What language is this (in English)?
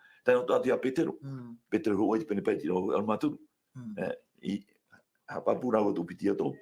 Tahitian